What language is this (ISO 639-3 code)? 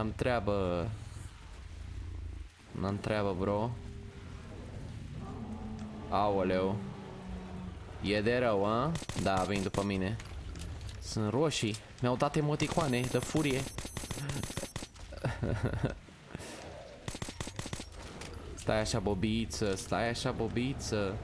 ron